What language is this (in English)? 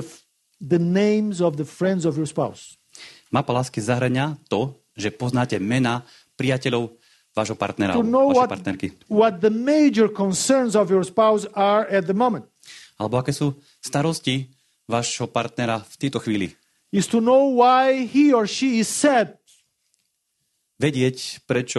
Slovak